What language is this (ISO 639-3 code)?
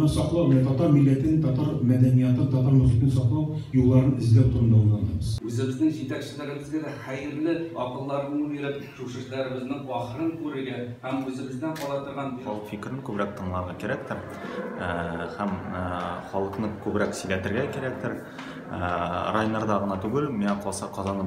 tat